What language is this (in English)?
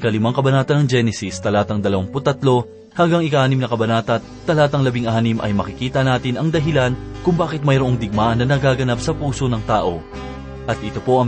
Filipino